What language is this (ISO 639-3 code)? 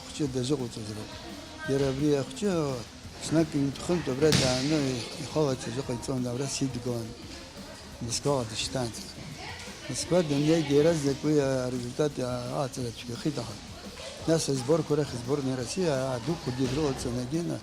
abk